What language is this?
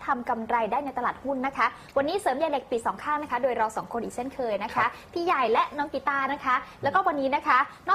Thai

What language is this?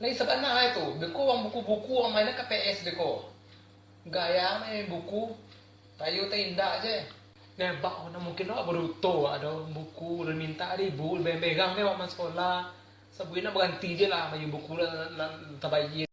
Minangkabau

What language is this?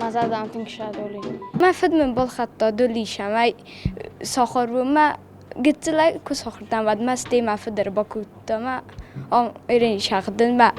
Ossetic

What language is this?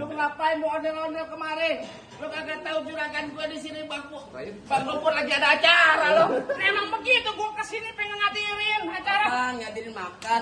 Betawi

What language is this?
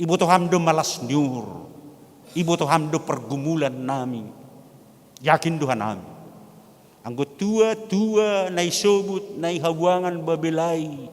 Batak Simalungun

